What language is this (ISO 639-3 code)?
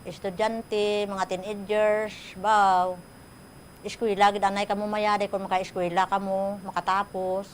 hil